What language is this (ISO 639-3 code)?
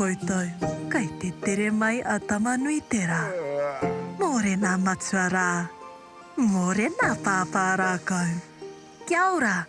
mri